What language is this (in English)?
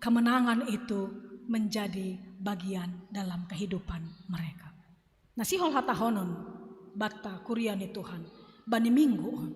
Batak Simalungun